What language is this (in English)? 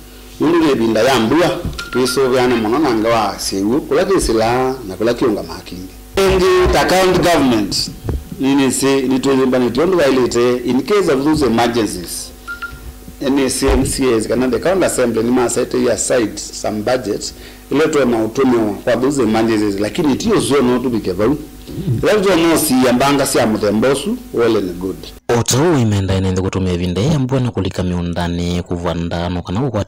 Kamba